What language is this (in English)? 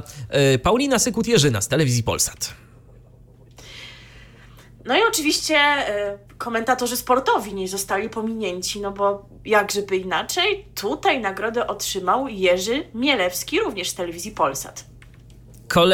Polish